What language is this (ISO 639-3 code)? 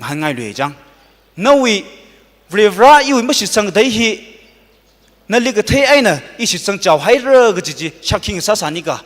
nmf